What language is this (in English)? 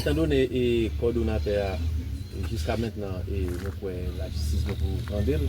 Haitian Creole